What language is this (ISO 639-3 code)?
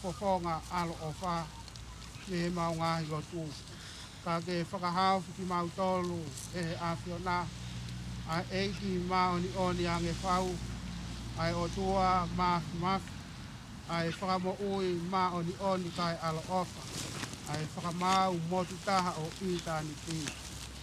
ton